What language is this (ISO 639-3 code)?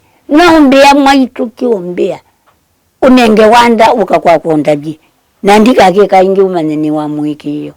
kam